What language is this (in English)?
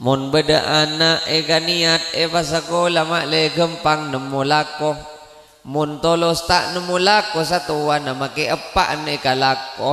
Madurese